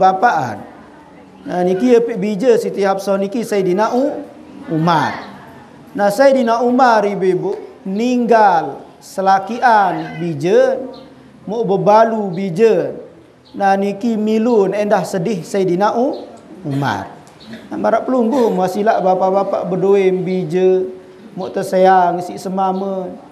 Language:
Sasak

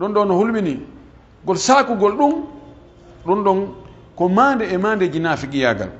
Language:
Pular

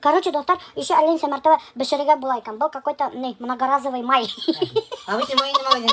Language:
Bashkir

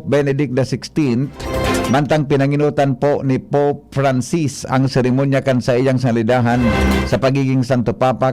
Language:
Bikol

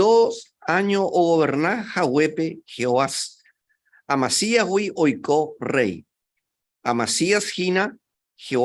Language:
Guarani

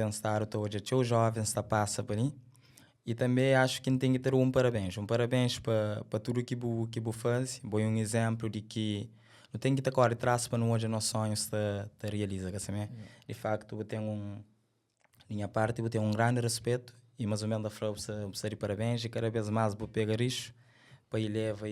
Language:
Kabuverdianu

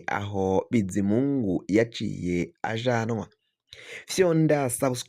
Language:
Rundi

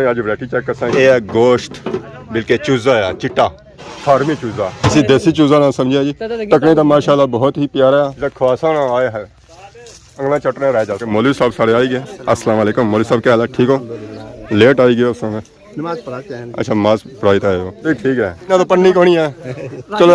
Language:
Pahari-Potwari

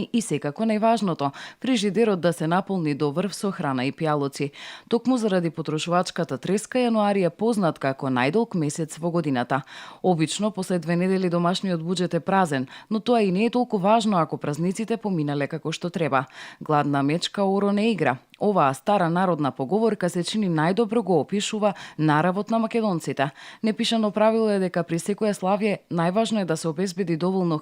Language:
Macedonian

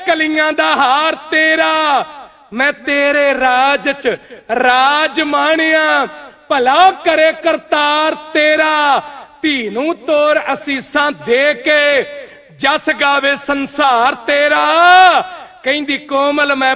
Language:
Punjabi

